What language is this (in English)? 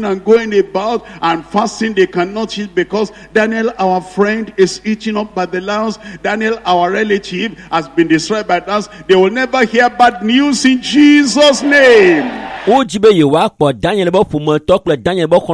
Ewe